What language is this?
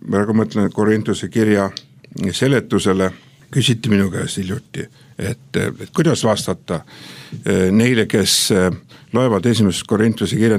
Estonian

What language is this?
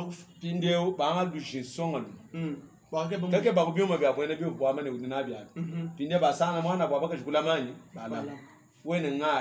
Luba-Lulua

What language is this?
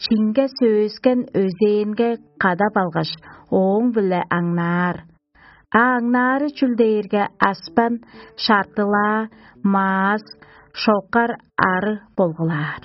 Tuvinian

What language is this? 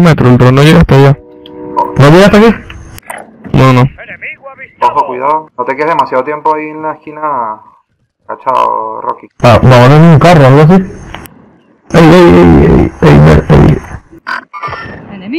Spanish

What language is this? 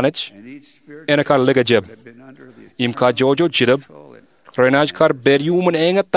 Marshallese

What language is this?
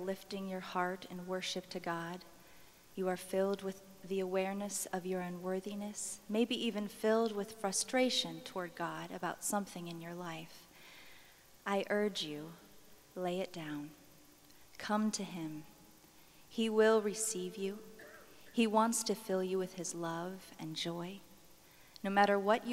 English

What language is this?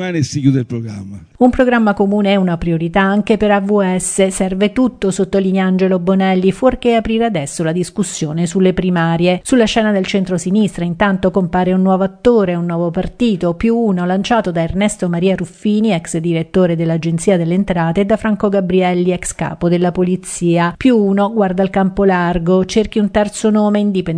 Italian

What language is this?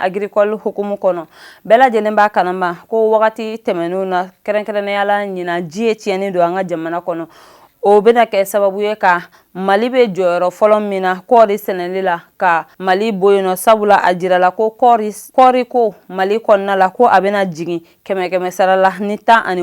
Bambara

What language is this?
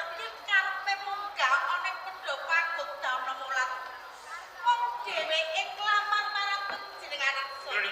Javanese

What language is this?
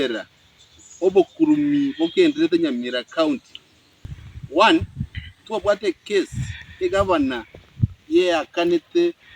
Gusii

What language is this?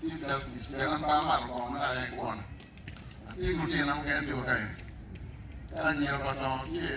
Acoli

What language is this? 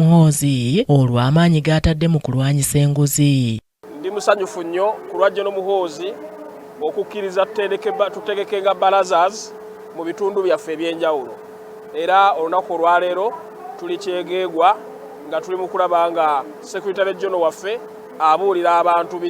Ganda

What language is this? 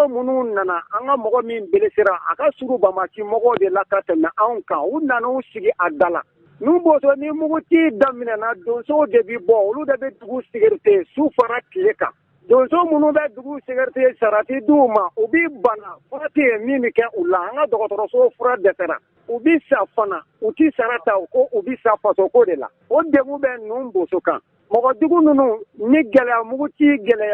Bambara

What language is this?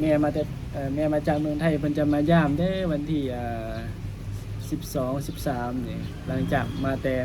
Lao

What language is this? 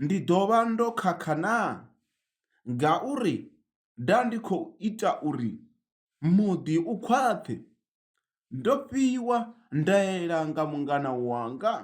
Venda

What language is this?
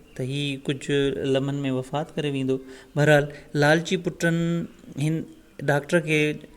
Sindhi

